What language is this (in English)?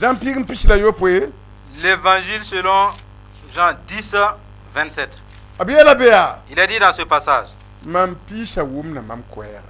Mossi